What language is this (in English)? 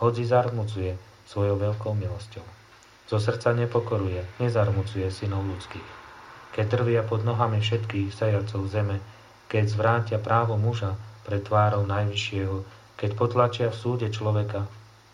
Slovak